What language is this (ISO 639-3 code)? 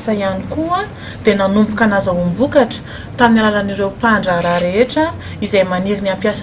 mlg